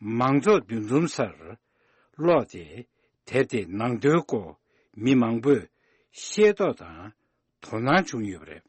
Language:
Tibetan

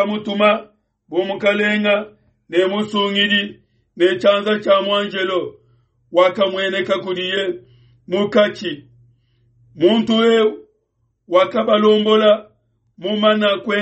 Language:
Luba-Lulua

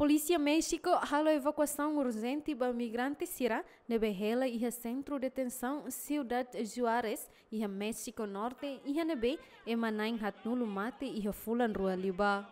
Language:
Tetum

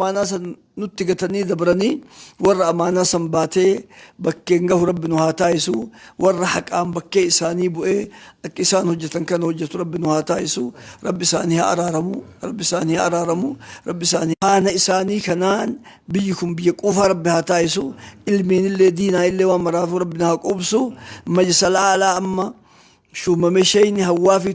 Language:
Oromo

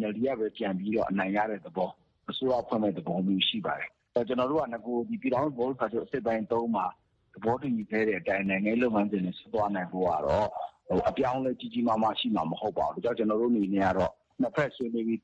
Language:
Burmese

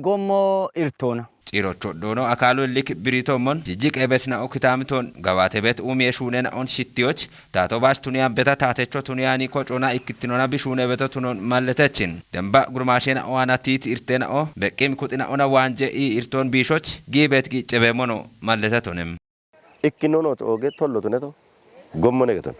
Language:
Kafa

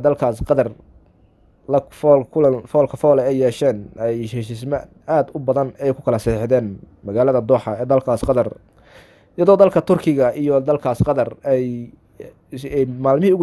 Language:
Somali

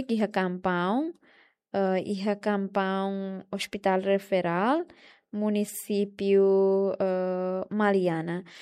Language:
Tetum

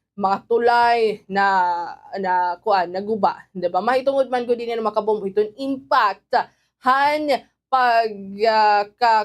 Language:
Waray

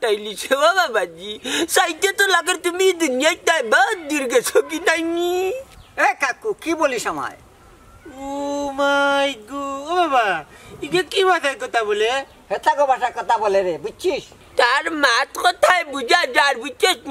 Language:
Sylheti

